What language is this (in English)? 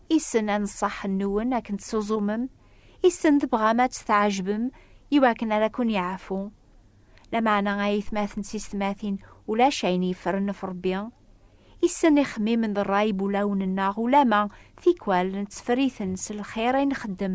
Kabyle